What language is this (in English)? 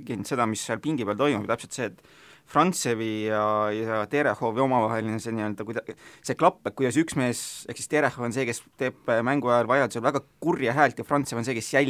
Estonian